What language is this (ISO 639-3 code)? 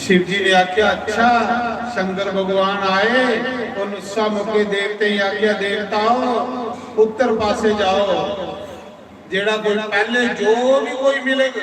doi